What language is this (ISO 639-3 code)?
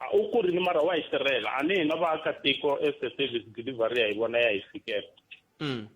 tso